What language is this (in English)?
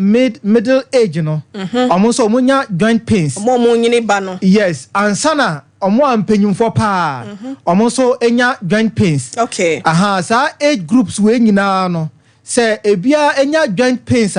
Akan